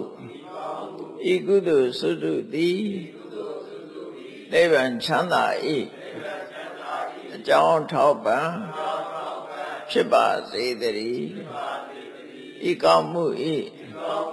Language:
Burmese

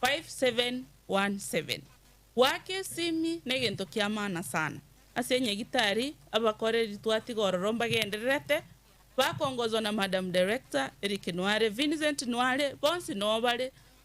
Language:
Gusii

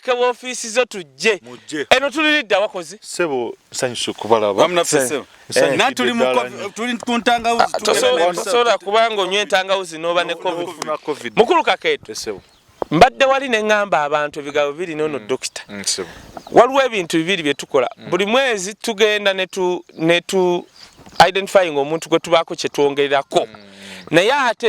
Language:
Ganda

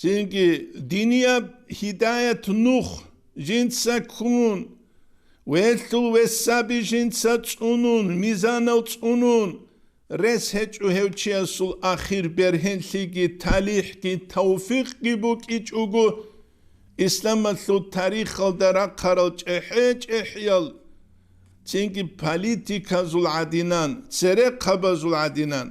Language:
Avaric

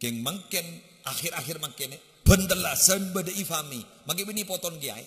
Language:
Madurese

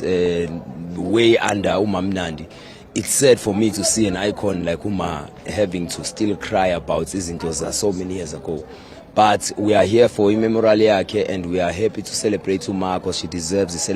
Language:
Venda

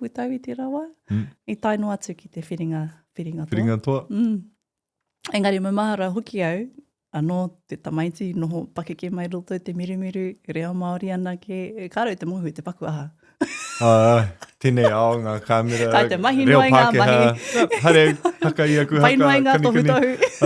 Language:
Māori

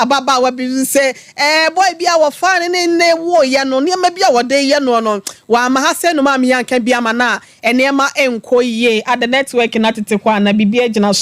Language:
Akan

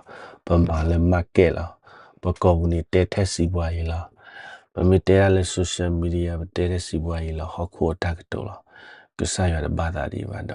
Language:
S'gaw Karen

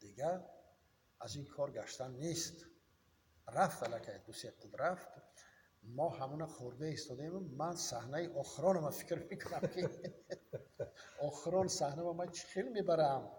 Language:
Tajik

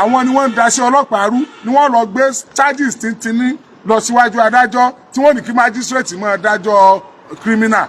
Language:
Yoruba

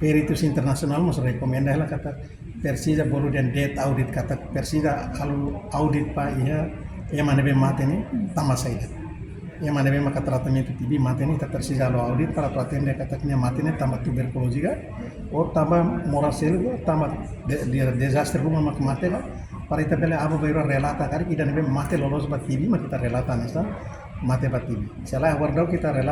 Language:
Tetum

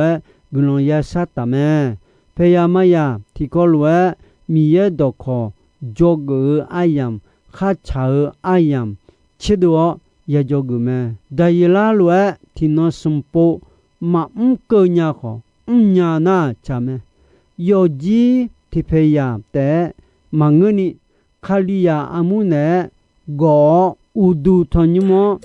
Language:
Akha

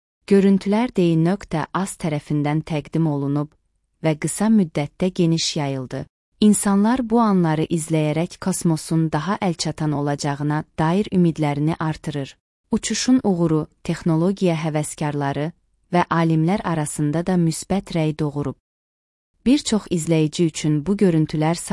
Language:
Azerbaijani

